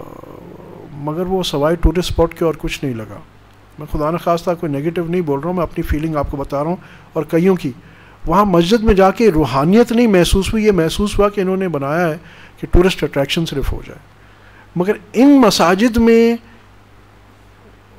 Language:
Urdu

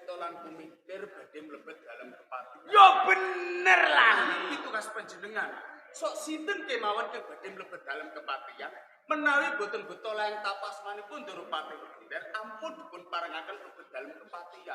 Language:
Javanese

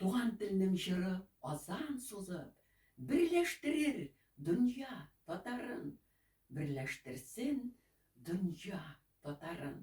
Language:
Tatar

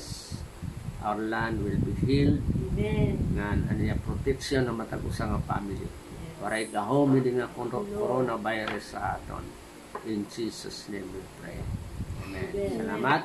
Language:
Waray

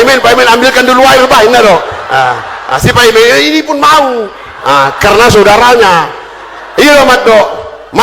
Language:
Batak Toba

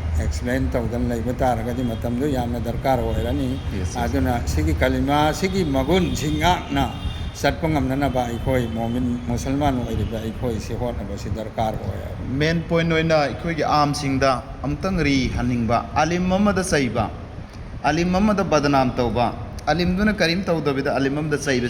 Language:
Manipuri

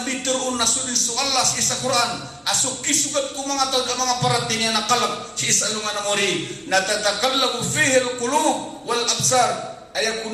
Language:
Maranao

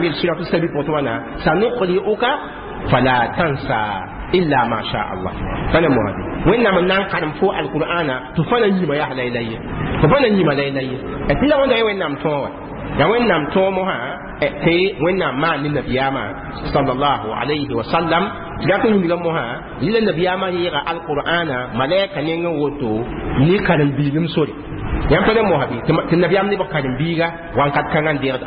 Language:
Mossi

